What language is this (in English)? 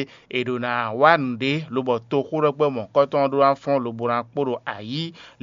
Fon